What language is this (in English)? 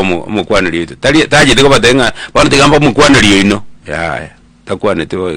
Gusii